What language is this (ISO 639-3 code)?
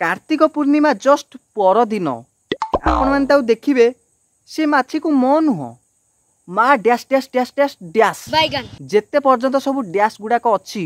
ori